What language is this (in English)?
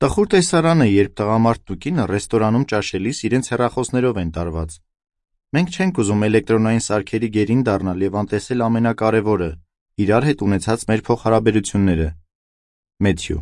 Armenian